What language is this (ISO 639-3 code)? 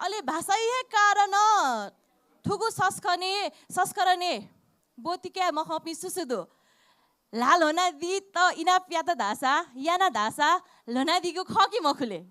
new